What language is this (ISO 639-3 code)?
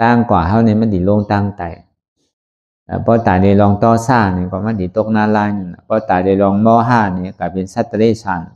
shn